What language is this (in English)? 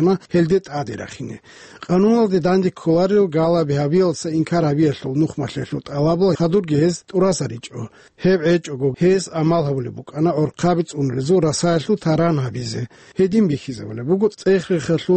Avaric